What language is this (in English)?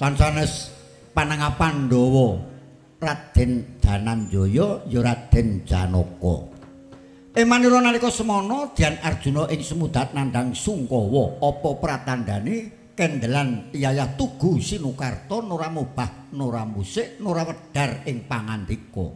Javanese